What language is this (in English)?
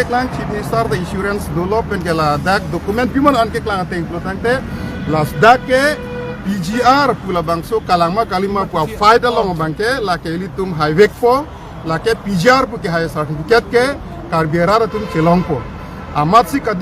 Karbi